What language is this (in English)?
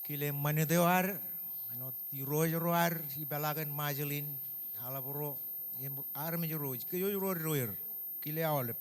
Marshallese